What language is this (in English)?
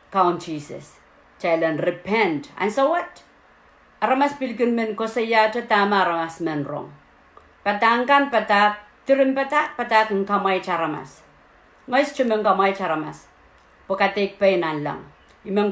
Pohnpeian